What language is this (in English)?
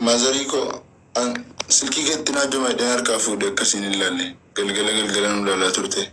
Oromo